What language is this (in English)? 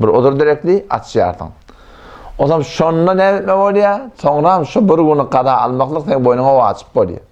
Turkmen